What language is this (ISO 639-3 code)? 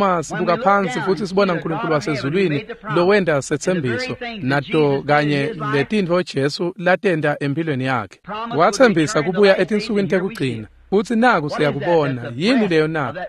ssw